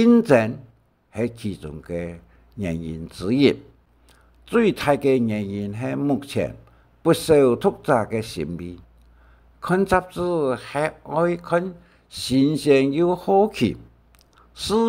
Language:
Hakka Chinese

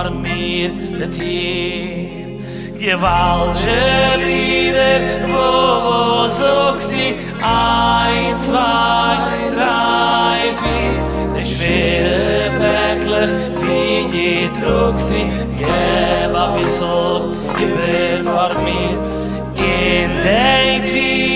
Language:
Yiddish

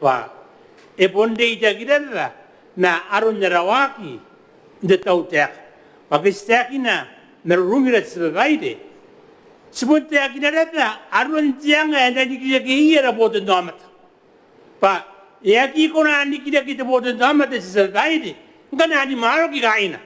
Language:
Gilbertese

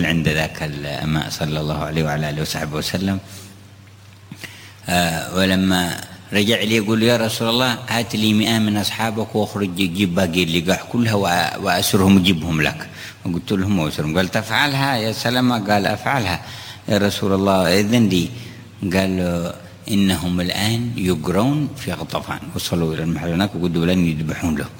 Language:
Arabic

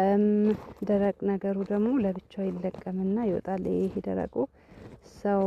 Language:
Amharic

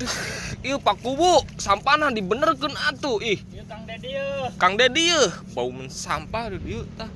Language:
Sundanese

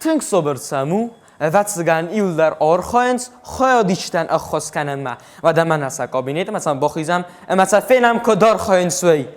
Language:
Ossetic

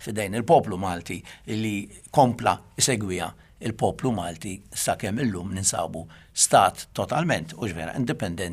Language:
Maltese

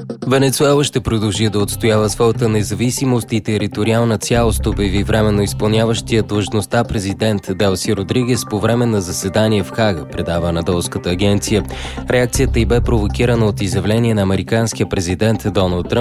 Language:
Bulgarian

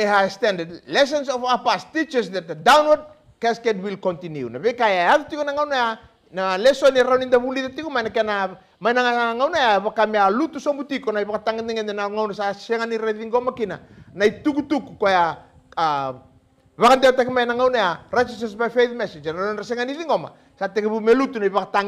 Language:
Fijian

